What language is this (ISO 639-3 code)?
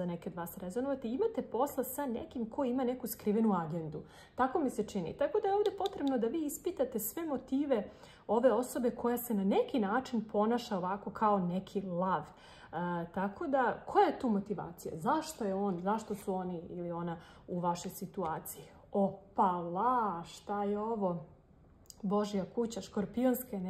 srp